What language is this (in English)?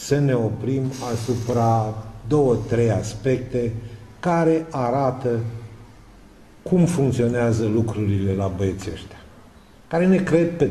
Romanian